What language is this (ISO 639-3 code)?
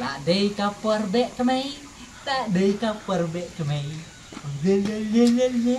kha